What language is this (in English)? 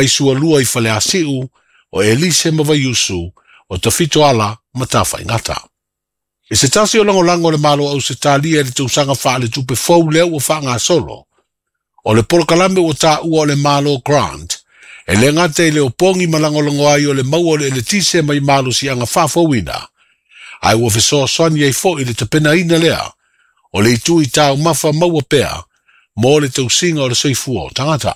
Samoan